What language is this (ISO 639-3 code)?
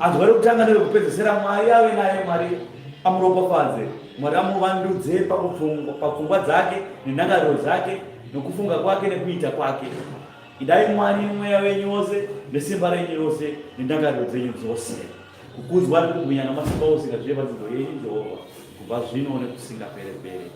sna